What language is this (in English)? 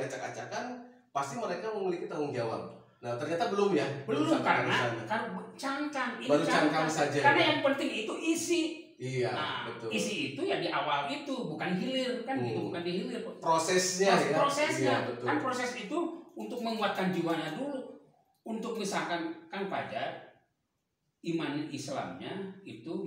Indonesian